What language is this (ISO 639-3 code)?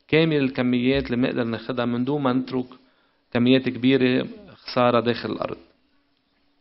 apc